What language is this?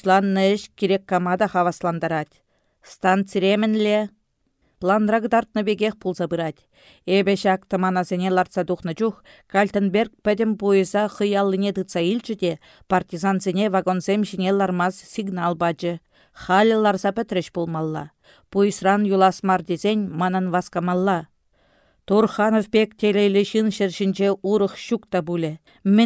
Chuvash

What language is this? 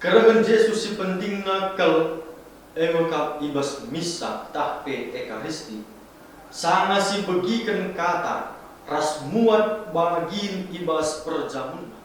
Batak Karo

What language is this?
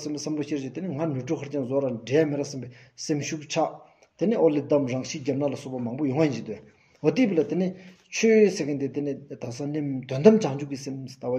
Stod Bhoti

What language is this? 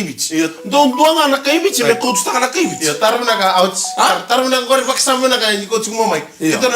Fijian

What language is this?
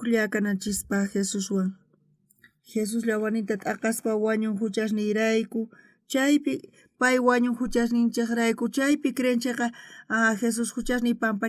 South Bolivian Quechua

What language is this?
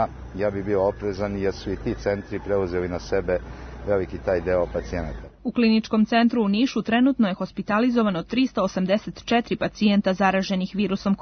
Serbian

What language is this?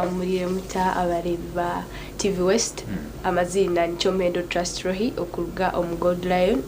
Nyankole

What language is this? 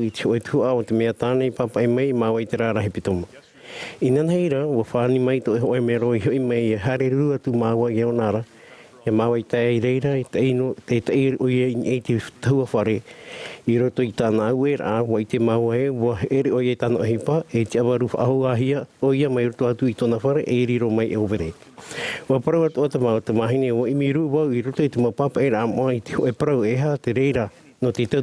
Tahitian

